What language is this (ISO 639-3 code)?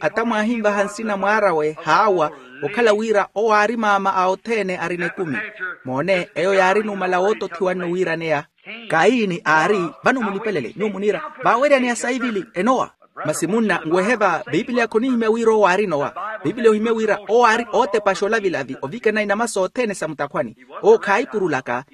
vmw